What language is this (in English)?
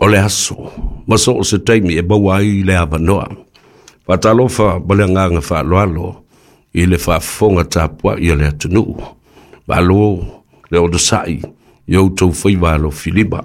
Samoan